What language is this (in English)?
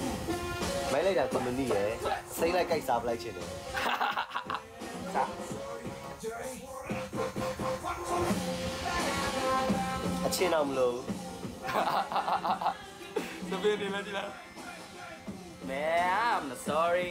Burmese